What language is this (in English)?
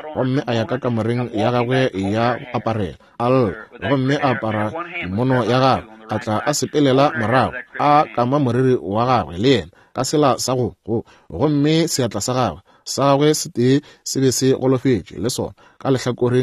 Northern Sotho